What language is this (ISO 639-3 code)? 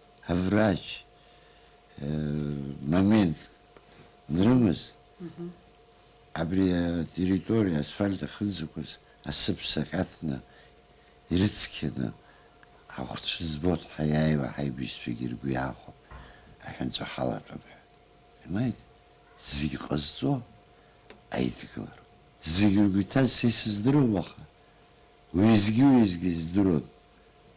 abk